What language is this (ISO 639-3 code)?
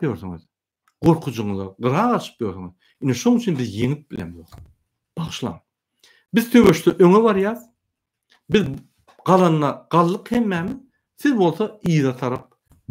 tuk